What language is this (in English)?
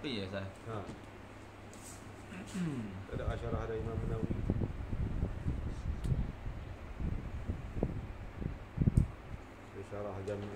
Malay